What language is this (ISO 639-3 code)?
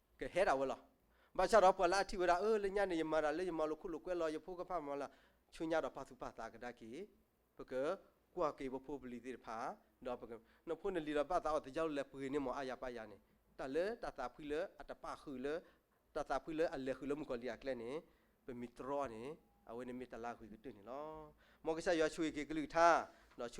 ksw